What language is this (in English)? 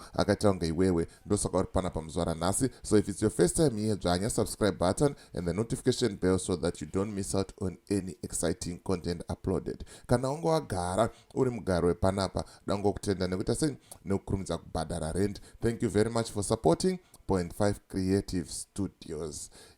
Shona